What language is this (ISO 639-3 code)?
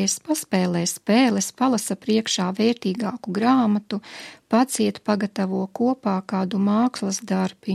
lav